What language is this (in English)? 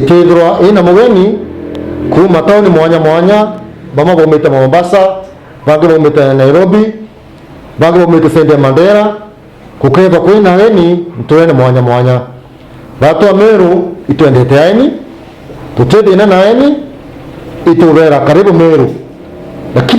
Meru